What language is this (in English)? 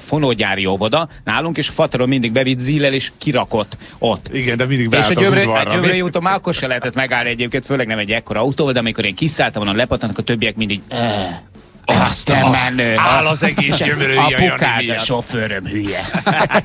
Hungarian